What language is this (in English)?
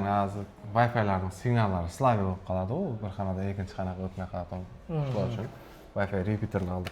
Uzbek